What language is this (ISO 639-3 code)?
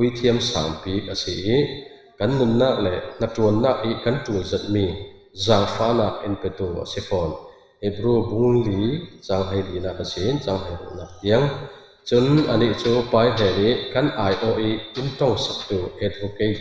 cfm